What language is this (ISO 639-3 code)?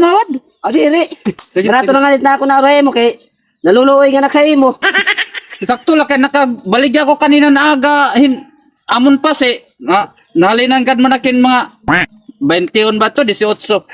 war